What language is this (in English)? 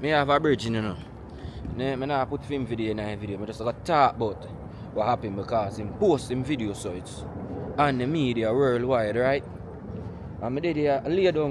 Jamaican Creole English